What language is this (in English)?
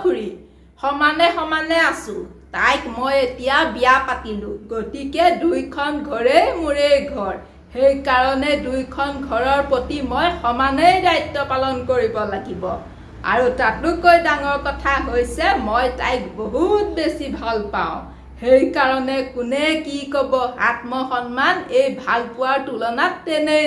Assamese